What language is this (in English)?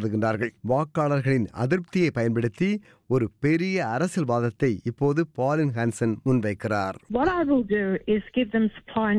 Tamil